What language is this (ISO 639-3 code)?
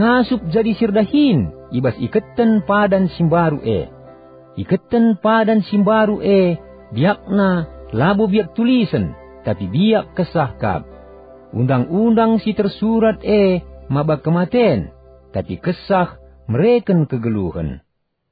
btx